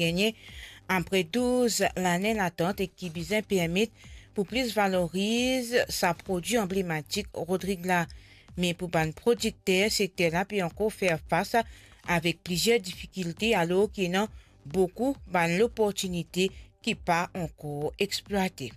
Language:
Morisyen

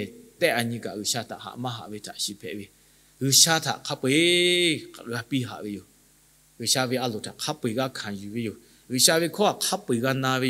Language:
Lahu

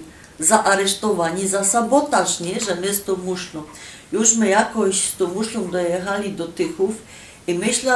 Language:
Silesian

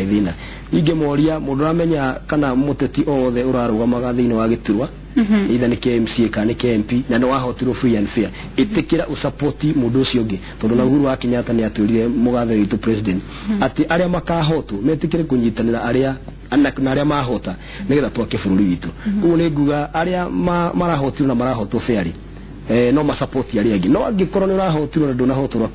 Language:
Kikuyu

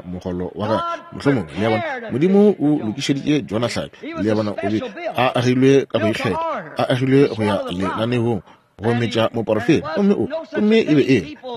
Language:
Northern Sotho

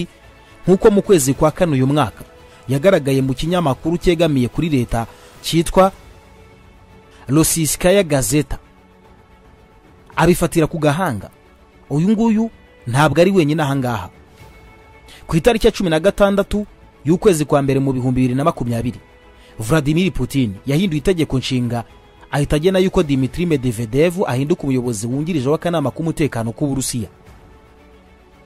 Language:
Kinyarwanda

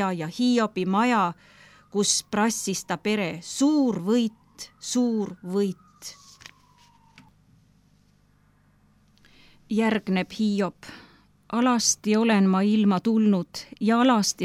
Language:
Estonian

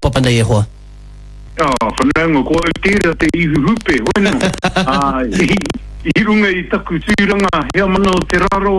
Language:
Māori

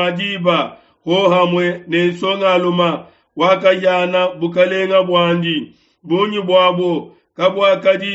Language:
Luba-Lulua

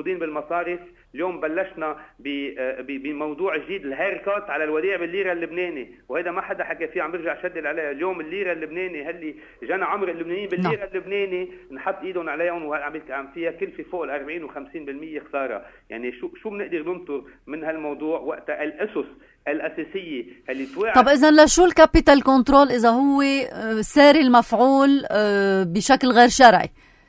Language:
North Levantine Arabic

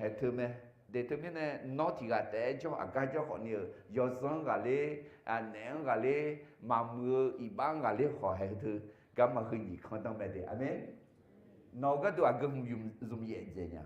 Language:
Akha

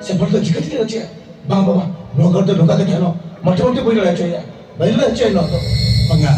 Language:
Santali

